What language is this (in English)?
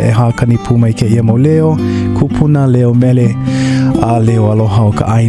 Hawaiian